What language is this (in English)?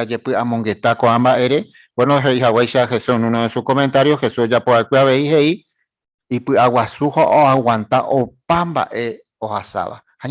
Guarani